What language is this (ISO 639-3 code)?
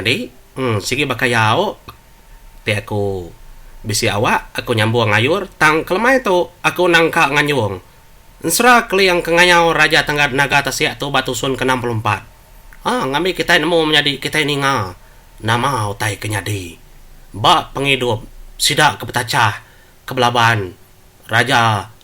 iba